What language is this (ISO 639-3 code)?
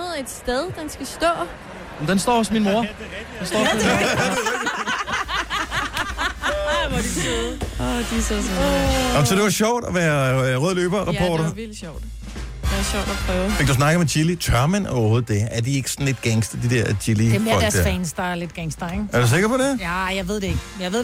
dan